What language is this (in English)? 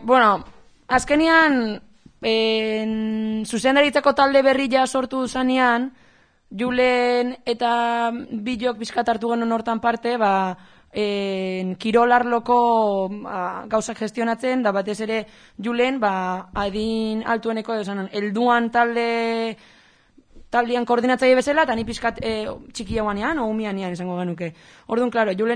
Basque